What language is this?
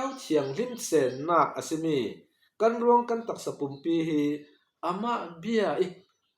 Falam Chin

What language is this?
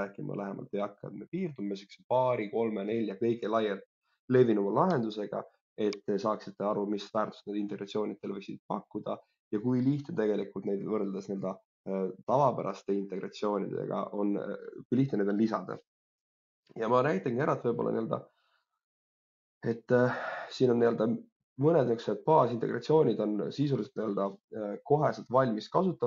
Estonian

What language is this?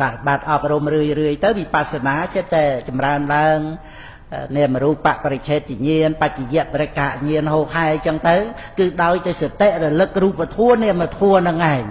Khmer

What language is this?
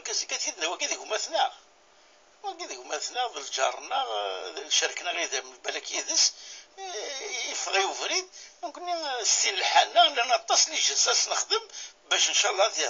Kabyle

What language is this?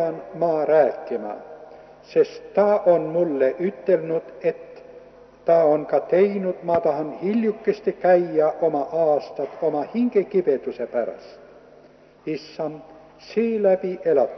Estonian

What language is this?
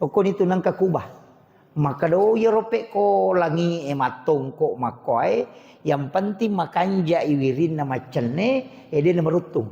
Buginese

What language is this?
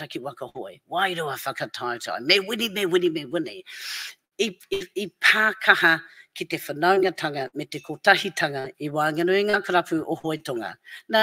Māori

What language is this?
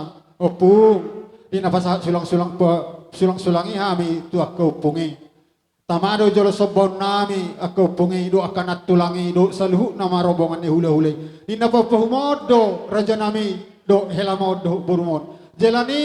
Batak Toba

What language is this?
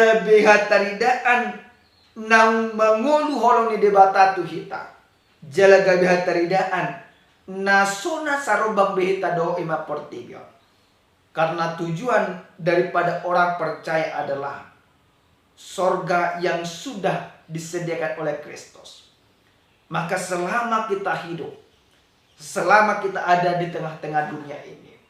Batak Toba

